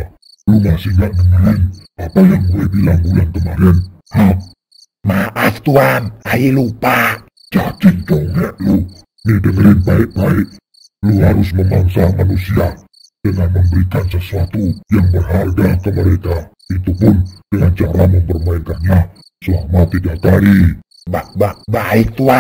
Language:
Betawi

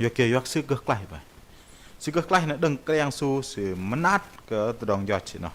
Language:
Bahnar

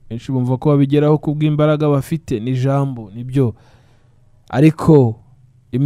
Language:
Kinyarwanda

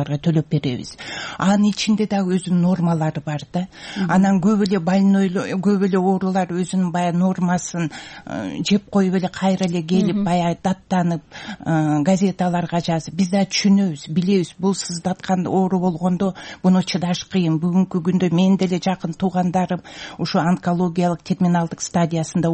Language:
Kyrgyz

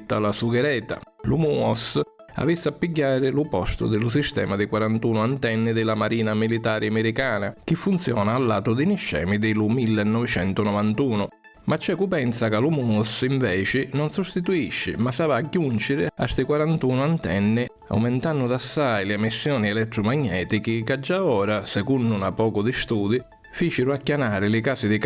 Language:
Sicilian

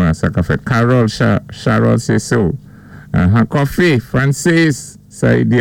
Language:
Saint Lucian Creole French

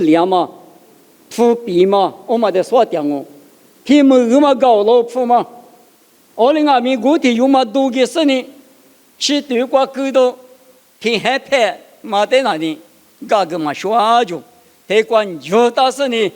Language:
Lisu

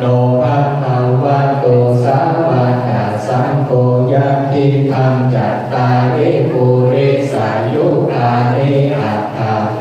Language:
Pali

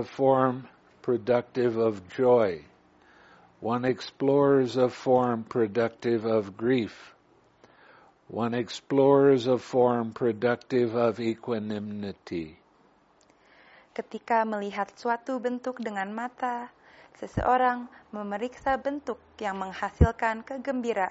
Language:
Indonesian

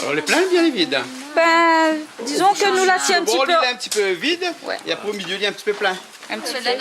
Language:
Réunion Creole French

